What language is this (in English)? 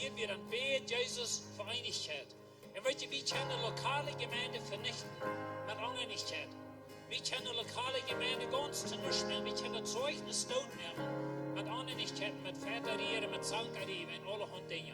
Plautdietsch